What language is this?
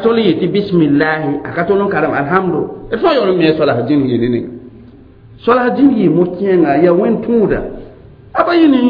Mossi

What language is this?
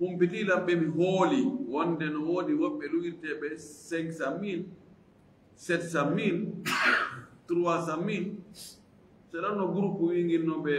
Fula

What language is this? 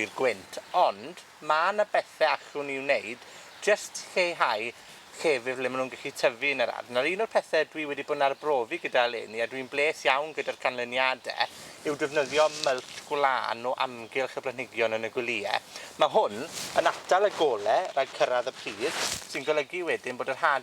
Welsh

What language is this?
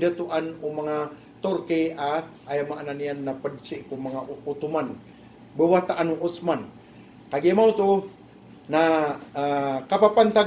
Maranao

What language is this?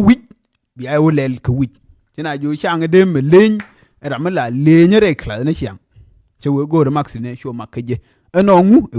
Nuer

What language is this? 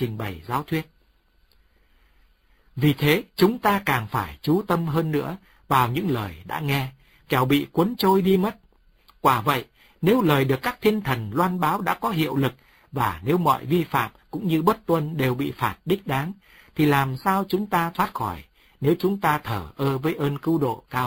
Vietnamese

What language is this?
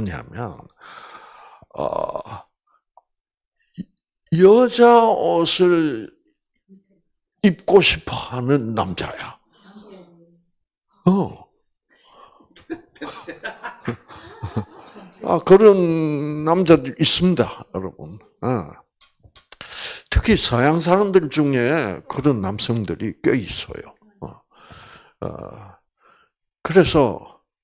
Korean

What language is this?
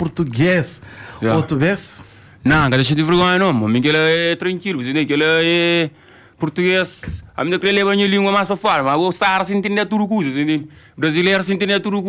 Kabuverdianu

